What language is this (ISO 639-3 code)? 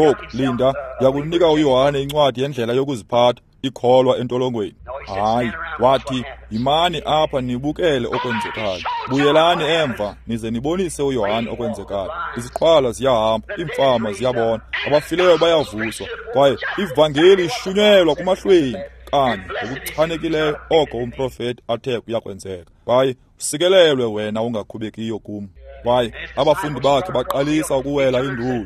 xho